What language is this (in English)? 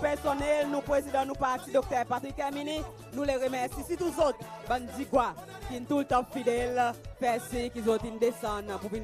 Seselwa Creole French